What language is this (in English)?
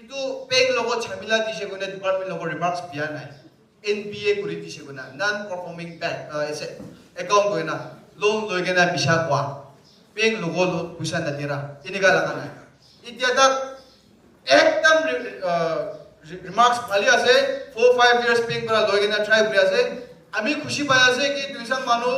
Naga Pidgin